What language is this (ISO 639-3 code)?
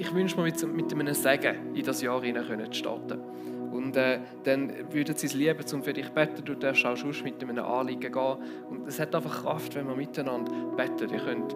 gsw